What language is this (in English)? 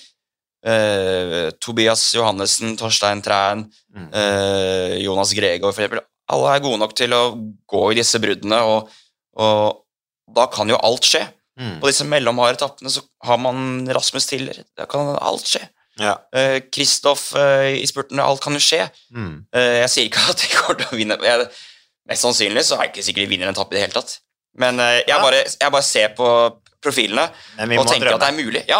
Norwegian